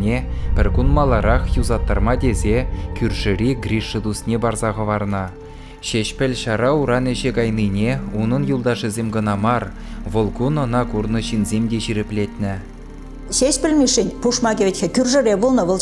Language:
Chuvash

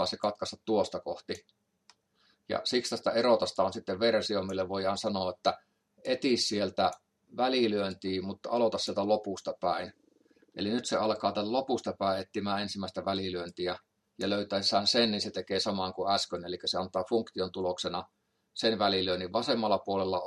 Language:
Finnish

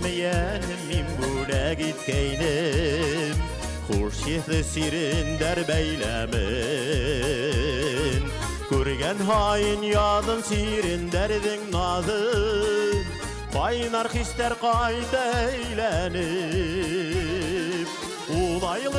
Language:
Bashkir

